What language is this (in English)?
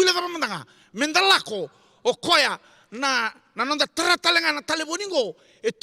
Fijian